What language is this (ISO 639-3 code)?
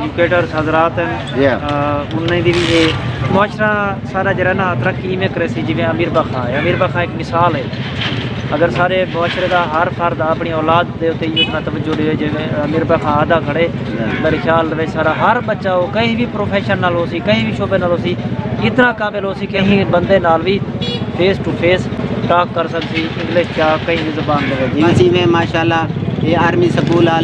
skr